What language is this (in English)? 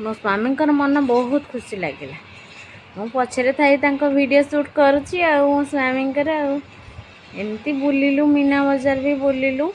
Odia